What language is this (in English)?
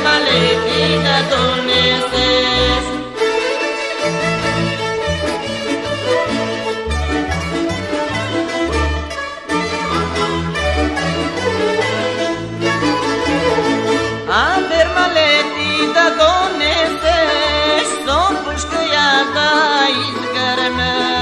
Romanian